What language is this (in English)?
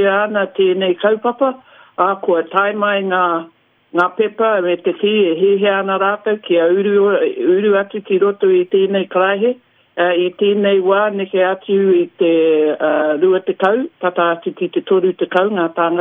Māori